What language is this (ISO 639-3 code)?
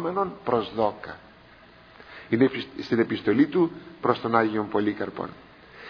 ell